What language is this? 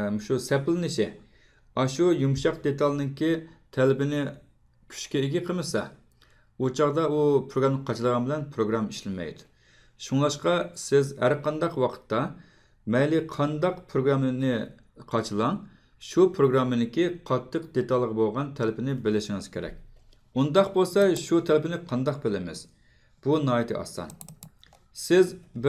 Uyghur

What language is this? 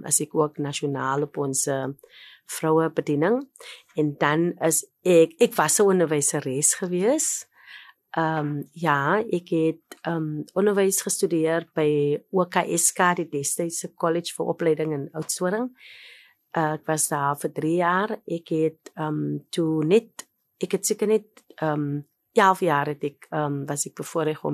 Afrikaans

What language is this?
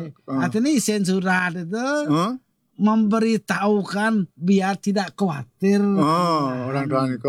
Balinese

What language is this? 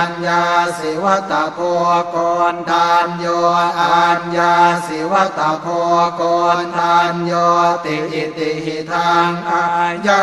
Pali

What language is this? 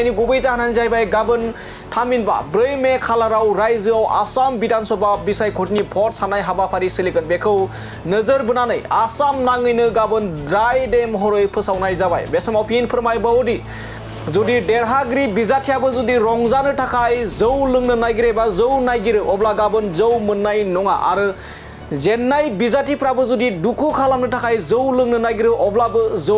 Bodo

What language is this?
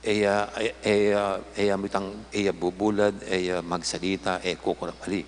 Pampanga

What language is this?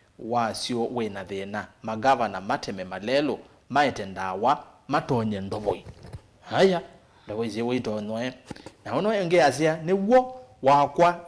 Kamba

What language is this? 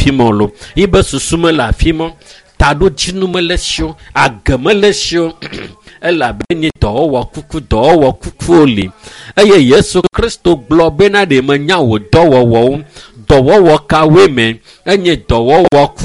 Ewe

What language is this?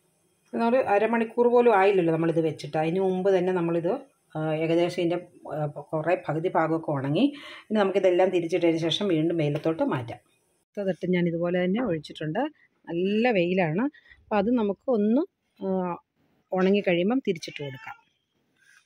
Malayalam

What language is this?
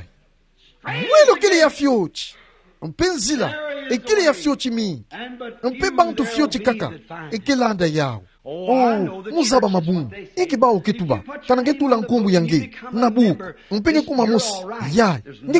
Kituba (Democratic Republic of Congo)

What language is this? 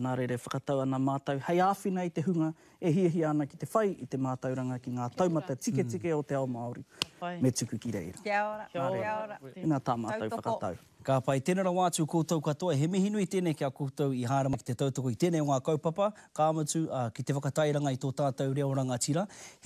Māori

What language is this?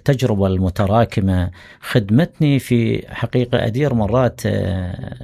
Mesopotamian Arabic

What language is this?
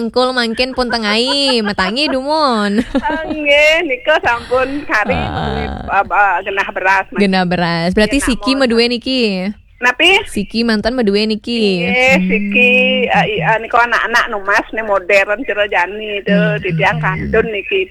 Balinese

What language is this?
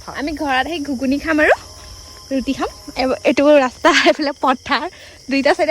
Assamese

